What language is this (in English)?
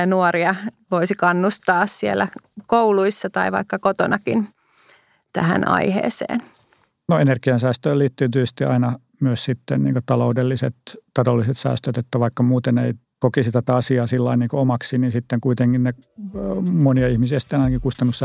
Finnish